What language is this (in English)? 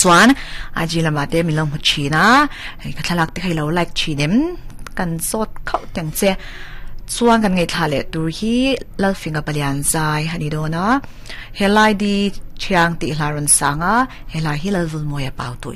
Mizo